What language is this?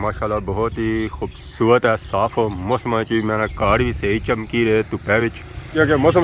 Pahari-Potwari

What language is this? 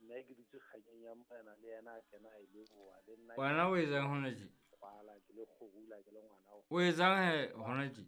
Southern Sotho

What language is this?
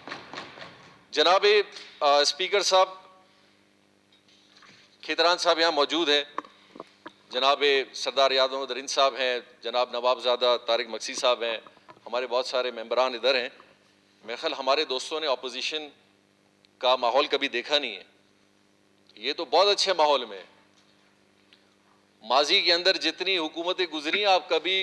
Urdu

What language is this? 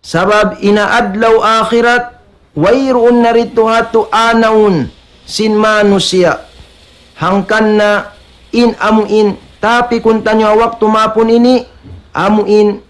Tausug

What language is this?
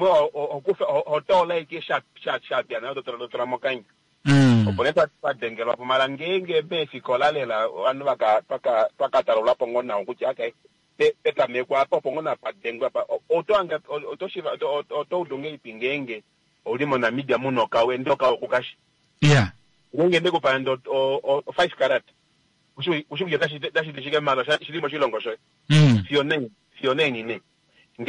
Kuanyama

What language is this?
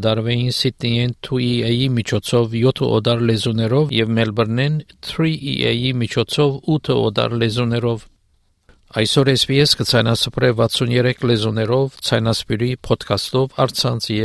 Armenian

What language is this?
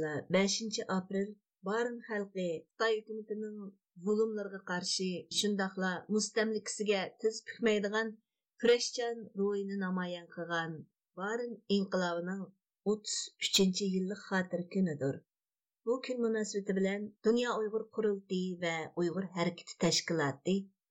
Uyghur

